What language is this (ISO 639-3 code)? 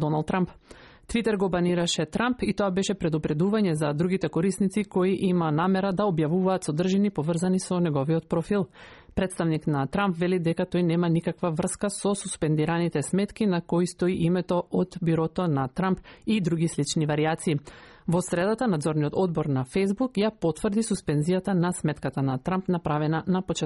mkd